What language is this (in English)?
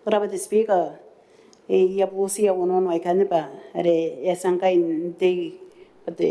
Gilbertese